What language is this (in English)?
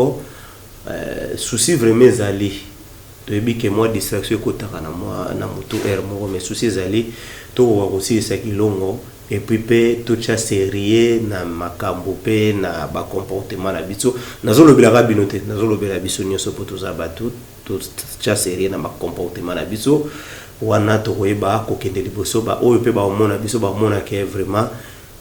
Lingala